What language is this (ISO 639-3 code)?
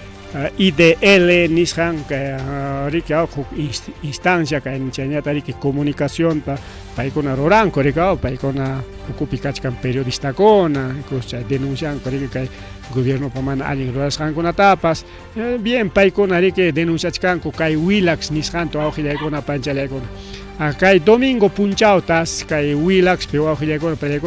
quy